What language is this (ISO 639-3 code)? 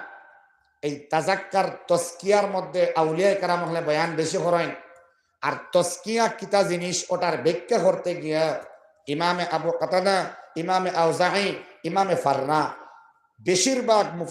syl